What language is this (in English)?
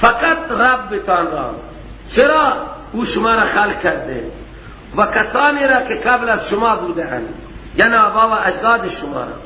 Persian